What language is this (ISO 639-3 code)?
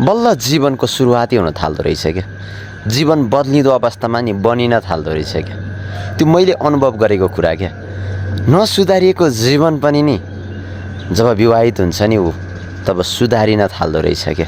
nep